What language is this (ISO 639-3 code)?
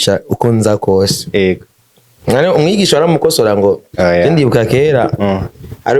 run